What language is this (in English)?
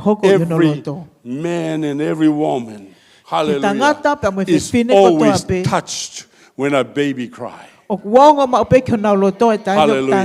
Tongan